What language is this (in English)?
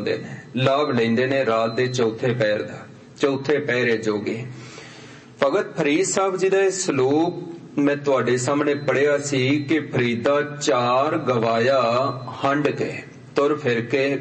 Punjabi